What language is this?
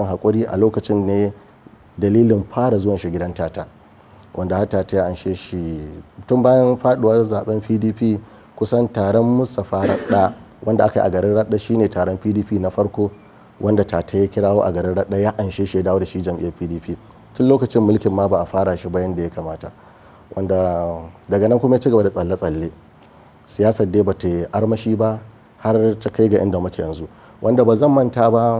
Hausa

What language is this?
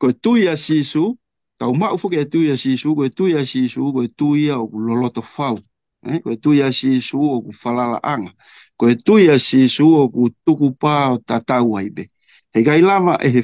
Tongan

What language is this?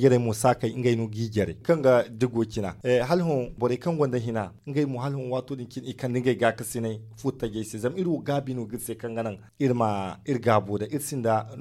Zarma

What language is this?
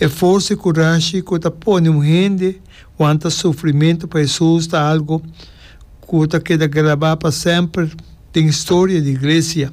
Papiamento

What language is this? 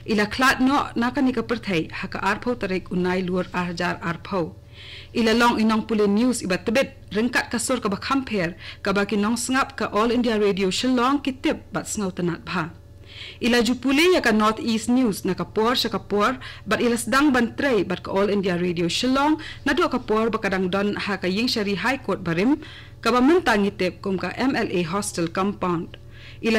Khasi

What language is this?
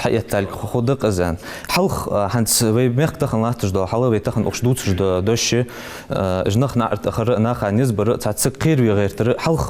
Ingush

